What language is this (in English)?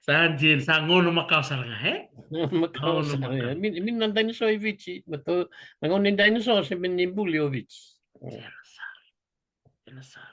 Fijian